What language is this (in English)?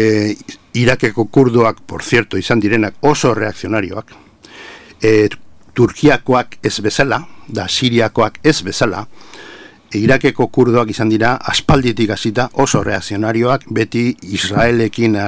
Basque